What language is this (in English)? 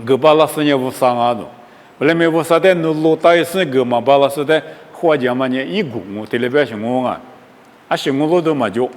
Lisu